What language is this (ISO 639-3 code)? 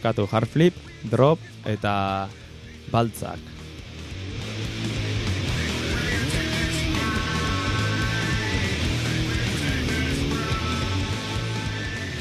eus